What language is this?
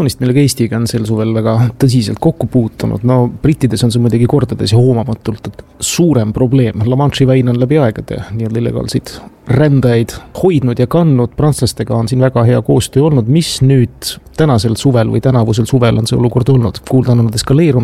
Estonian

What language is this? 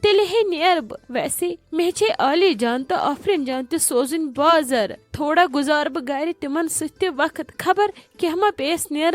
Kashmiri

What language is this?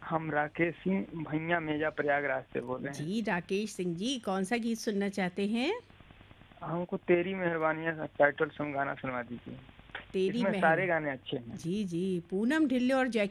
Hindi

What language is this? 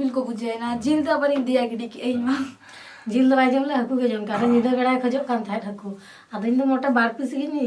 Santali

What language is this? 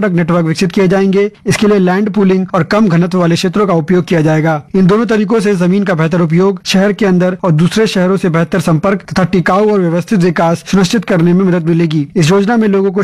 Hindi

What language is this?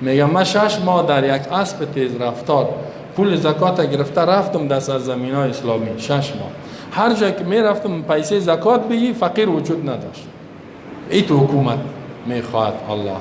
Persian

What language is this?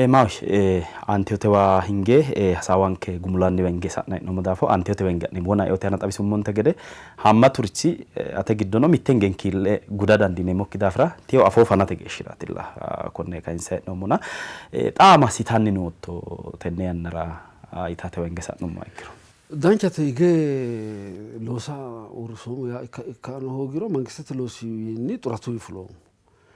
Sidamo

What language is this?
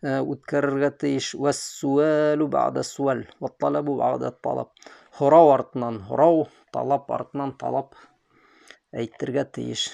Bashkir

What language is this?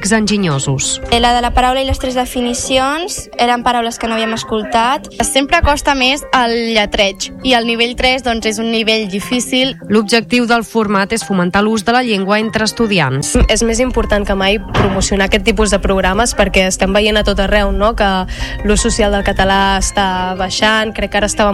Catalan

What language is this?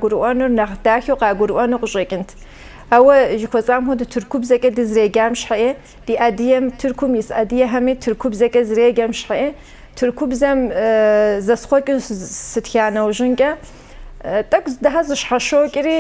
Kabardian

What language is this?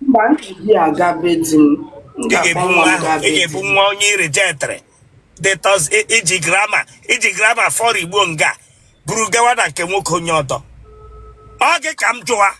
Igbo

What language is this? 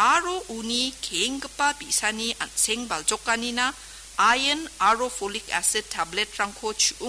Garo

